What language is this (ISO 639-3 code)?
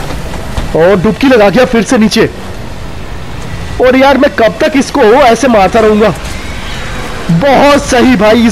hin